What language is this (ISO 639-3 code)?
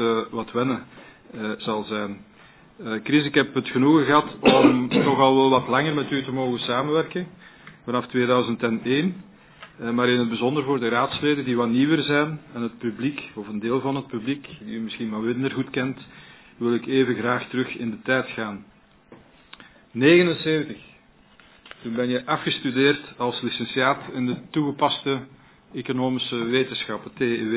nld